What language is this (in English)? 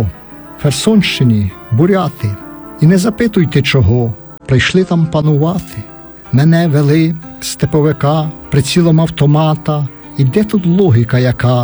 Ukrainian